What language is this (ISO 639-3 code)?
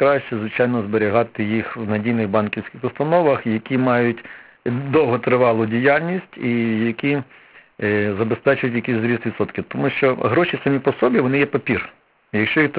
ukr